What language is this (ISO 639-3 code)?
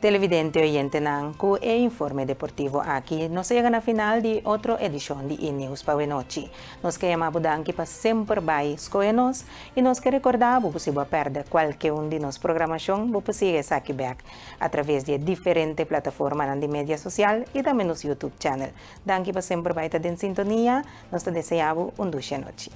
pap